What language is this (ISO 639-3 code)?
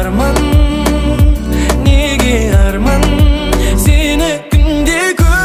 kaz